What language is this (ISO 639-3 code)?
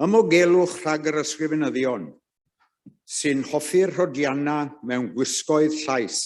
cym